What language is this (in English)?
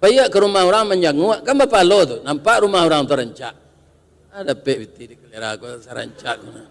Minangkabau